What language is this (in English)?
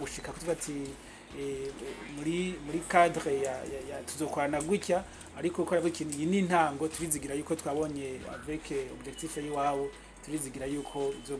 Rundi